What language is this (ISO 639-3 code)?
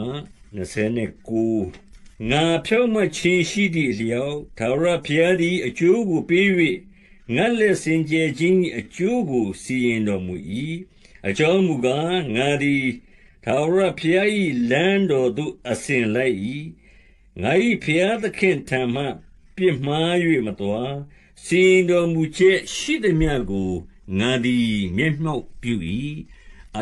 mya